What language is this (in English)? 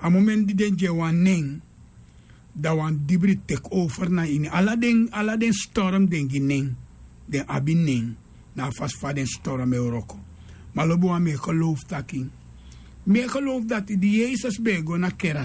Sranan Tongo